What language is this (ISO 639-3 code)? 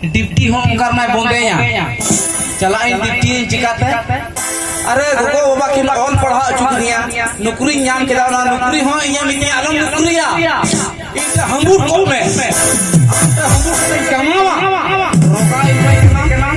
sat